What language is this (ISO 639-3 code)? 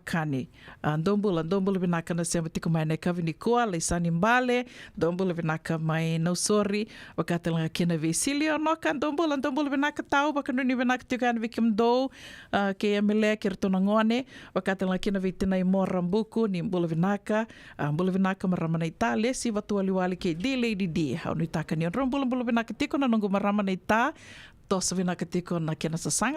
fij